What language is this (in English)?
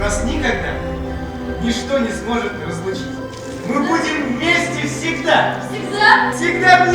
Bashkir